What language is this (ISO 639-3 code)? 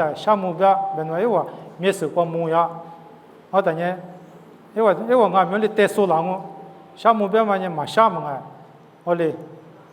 lis